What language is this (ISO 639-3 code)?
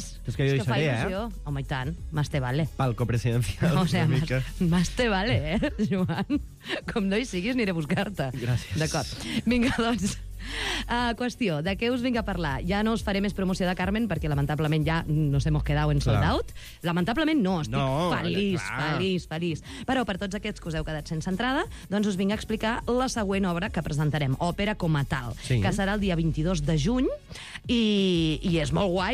cat